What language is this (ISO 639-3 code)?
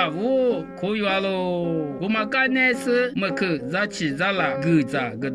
lis